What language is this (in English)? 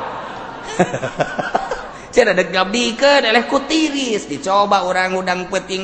Sundanese